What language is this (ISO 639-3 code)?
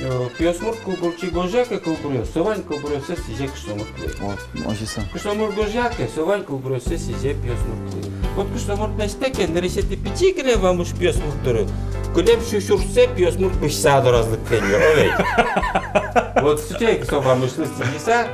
udm